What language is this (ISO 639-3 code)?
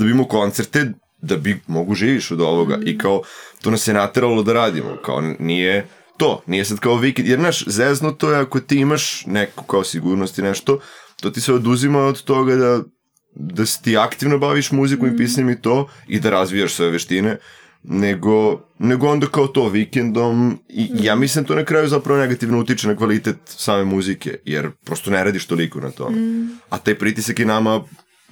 srp